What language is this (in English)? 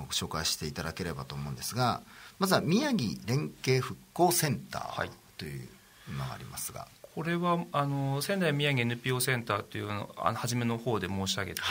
Japanese